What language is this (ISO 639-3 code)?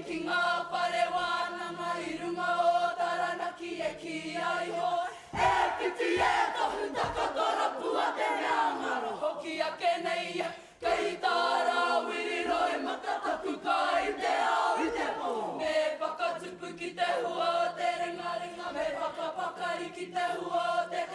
mri